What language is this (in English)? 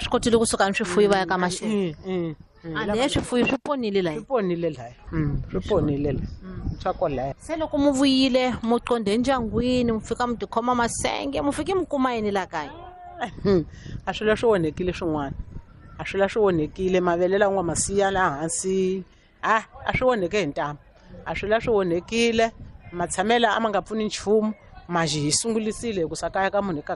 Tsonga